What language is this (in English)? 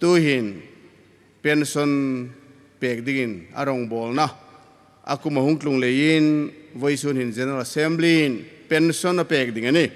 Hmar